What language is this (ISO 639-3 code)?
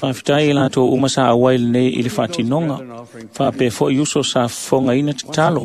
smo